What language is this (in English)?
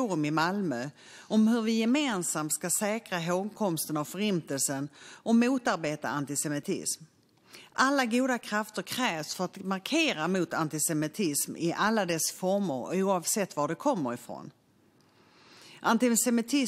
Swedish